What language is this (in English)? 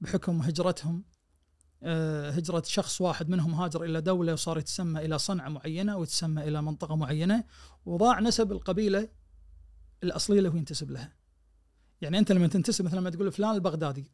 Najdi Arabic